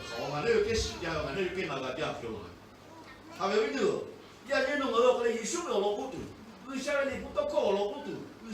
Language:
Lahu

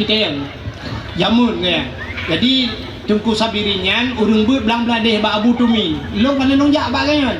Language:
Achinese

